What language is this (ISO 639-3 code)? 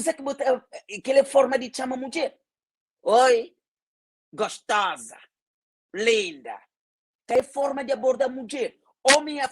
kea